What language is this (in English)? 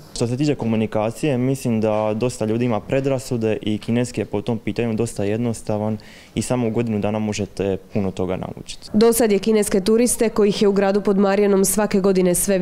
Croatian